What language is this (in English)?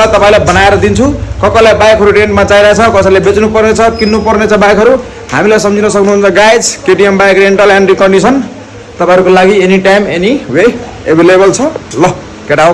Nepali